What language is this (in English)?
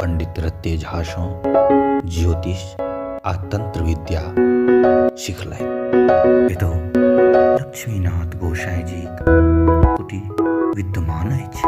Maithili